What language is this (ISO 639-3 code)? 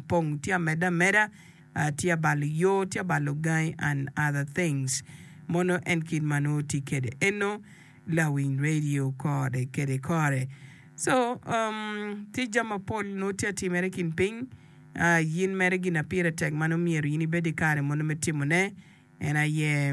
ach